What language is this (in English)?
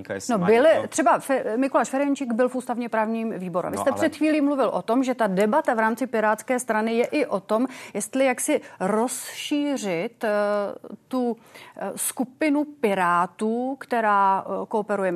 Czech